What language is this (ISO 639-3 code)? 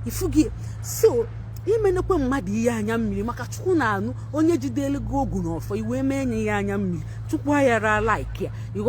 ibo